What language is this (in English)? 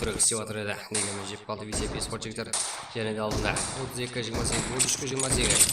Kara-Kalpak